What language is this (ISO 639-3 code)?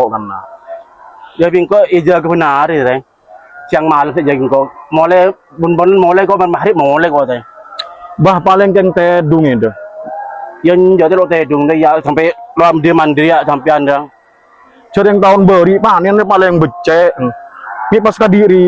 mad